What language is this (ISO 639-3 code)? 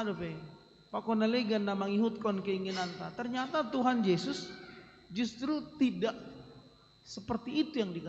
bts